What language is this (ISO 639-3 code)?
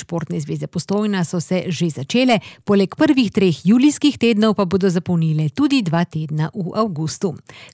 slv